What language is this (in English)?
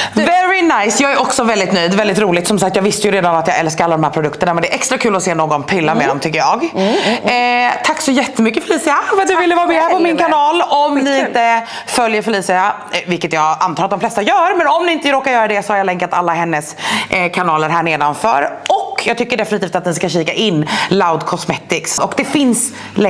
Swedish